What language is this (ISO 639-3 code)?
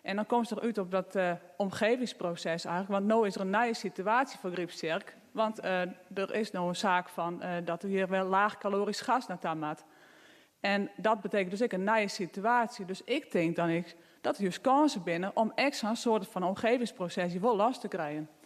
fry